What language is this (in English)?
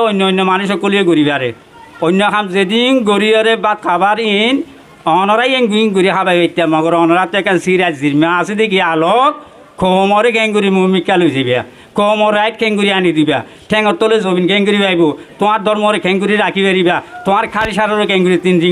Rohingya